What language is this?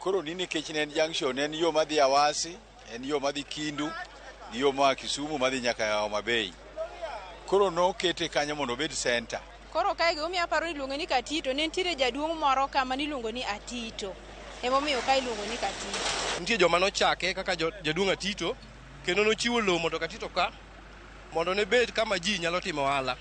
Luo (Kenya and Tanzania)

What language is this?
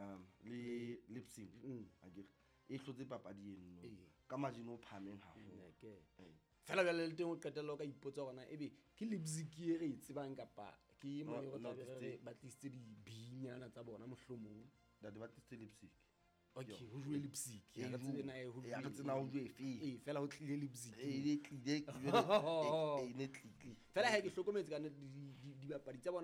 Southern Sotho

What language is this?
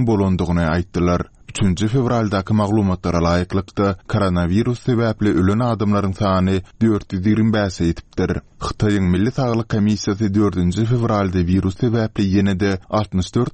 Turkmen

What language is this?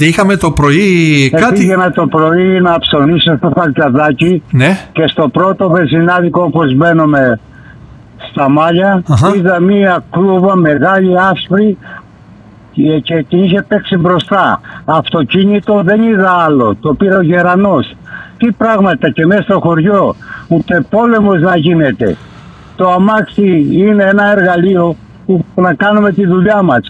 Greek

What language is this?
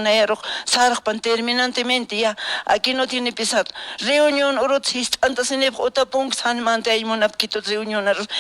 Aymara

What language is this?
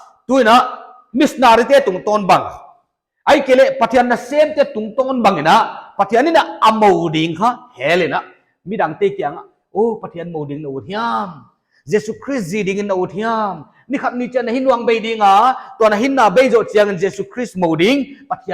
Paite Chin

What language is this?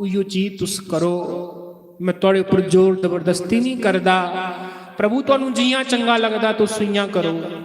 Dogri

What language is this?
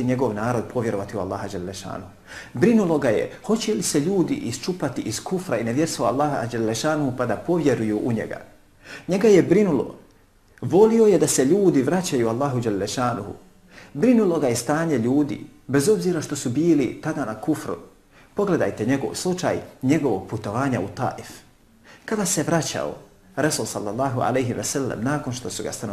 Bosnian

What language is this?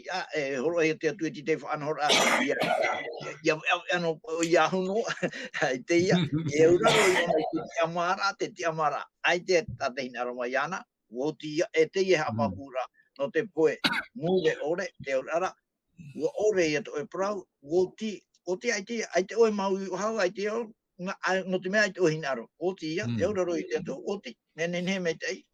Tahitian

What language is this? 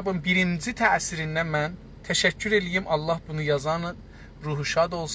South Azerbaijani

